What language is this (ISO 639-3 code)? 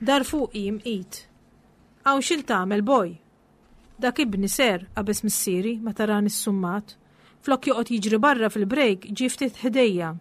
mlt